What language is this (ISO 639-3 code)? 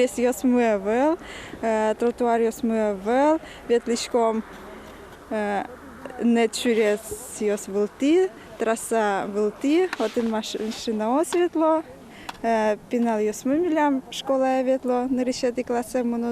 udm